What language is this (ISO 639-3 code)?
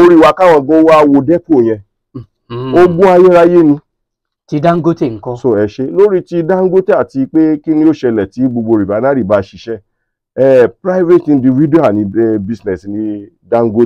yor